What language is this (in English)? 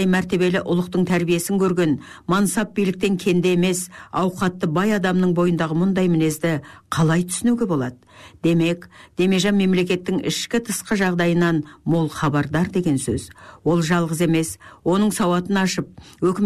Kazakh